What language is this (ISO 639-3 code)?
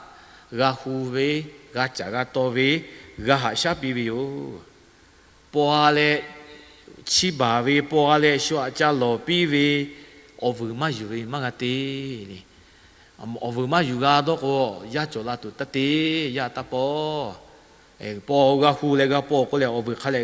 lhu